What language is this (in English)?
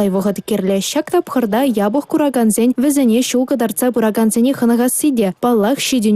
Chuvash